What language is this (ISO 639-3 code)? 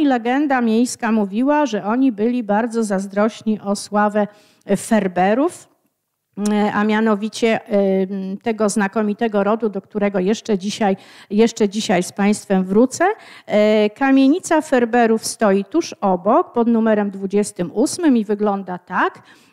pol